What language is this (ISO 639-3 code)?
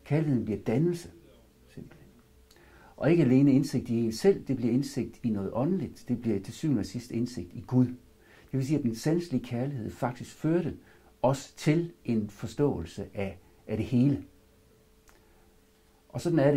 dan